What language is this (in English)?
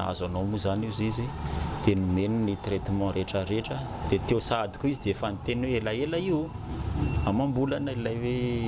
Malagasy